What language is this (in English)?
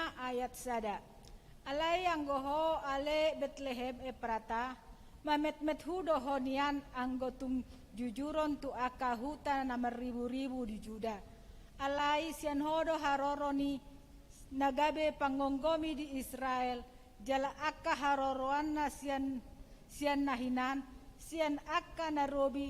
Batak Toba